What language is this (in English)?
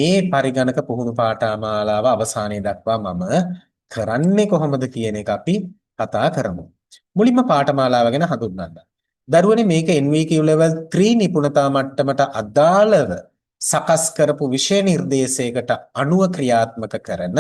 Sinhala